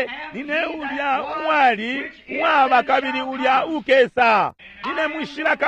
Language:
Bemba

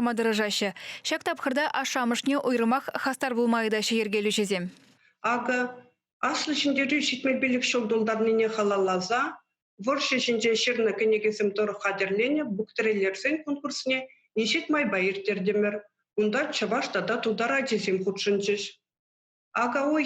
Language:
Chuvash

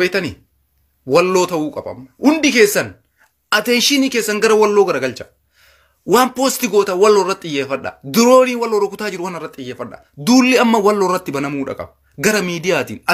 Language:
Oromo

